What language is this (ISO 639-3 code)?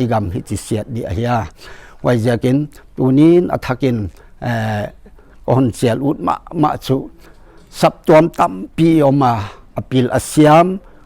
pck